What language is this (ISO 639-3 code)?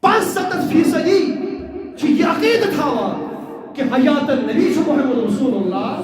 kas